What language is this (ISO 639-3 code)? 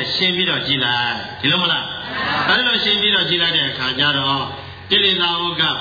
mya